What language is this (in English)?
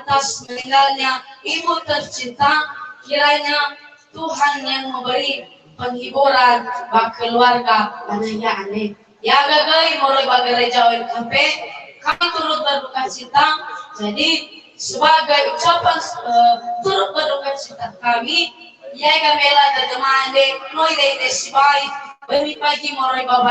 Nias